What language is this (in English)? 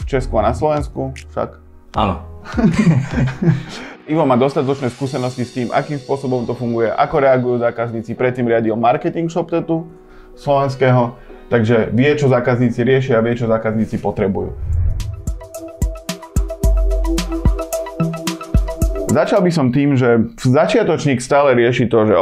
Slovak